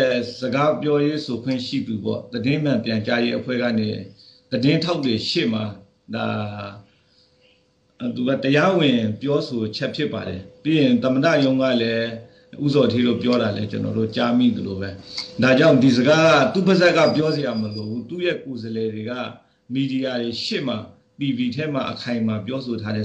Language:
Burmese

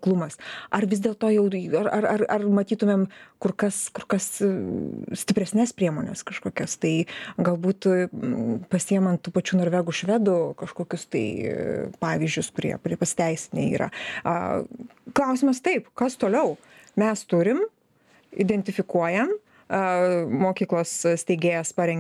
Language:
Lithuanian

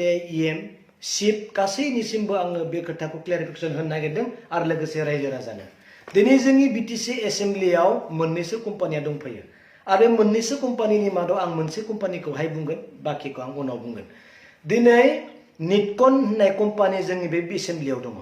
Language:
Bodo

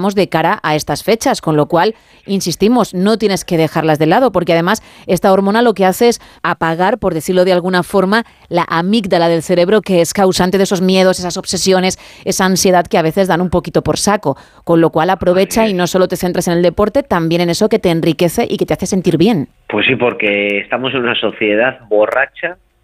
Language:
Spanish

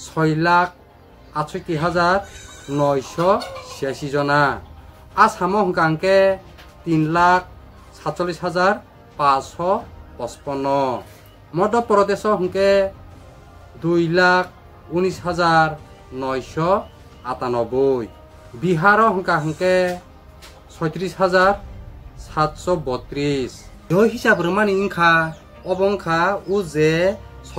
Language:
Kok Borok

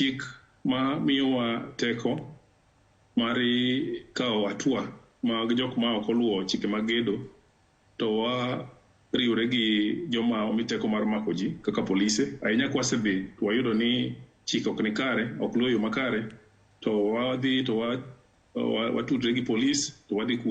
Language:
Luo (Kenya and Tanzania)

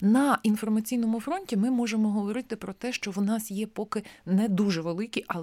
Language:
Ukrainian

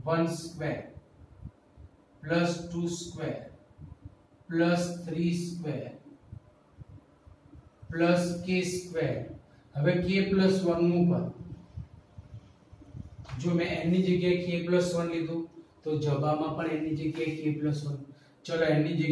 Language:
Gujarati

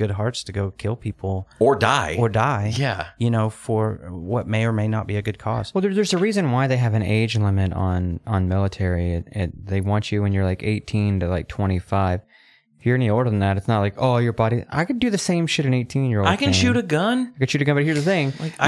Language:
English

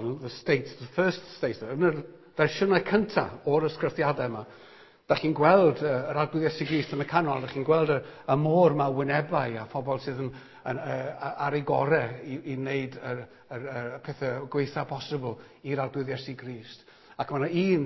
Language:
Welsh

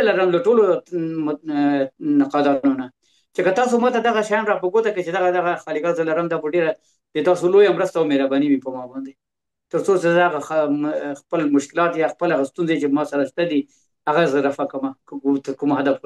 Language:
Pashto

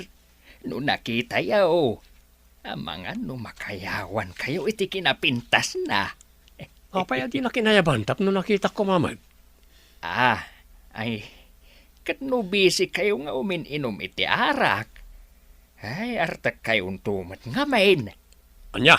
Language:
Iloko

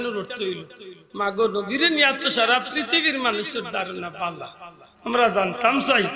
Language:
Sylheti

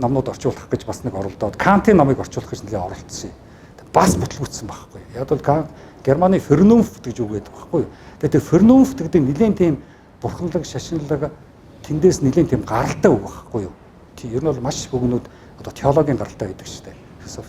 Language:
Mongolian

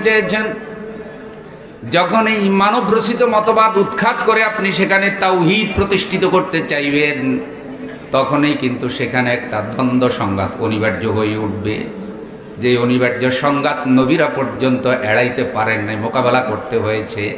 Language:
Bangla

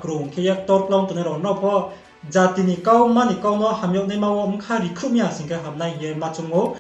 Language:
Riang (India)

